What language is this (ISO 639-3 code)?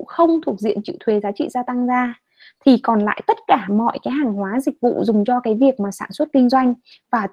vie